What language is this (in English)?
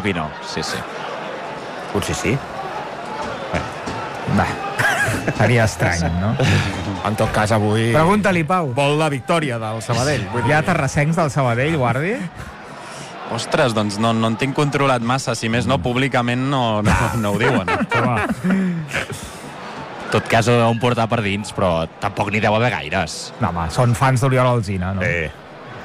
Catalan